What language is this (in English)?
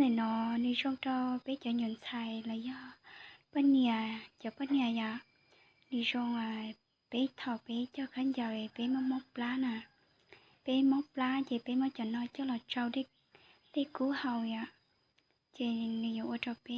Hmong